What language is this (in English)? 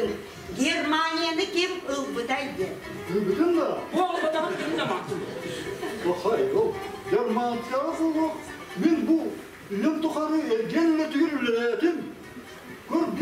Yakut